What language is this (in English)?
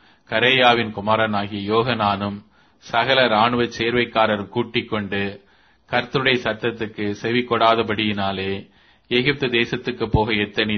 Tamil